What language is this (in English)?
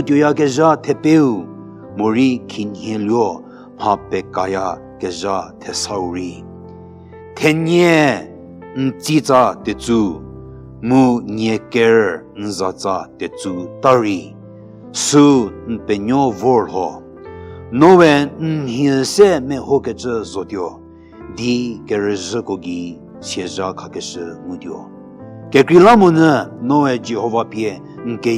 Angami Naga